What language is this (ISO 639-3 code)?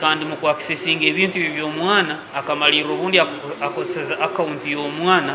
nyn